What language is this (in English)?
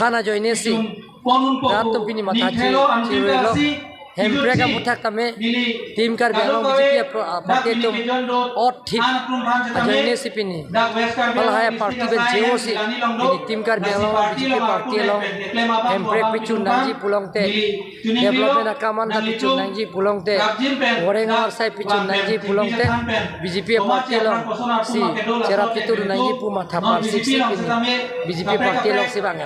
Karbi